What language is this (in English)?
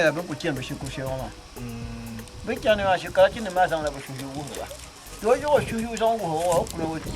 Dagbani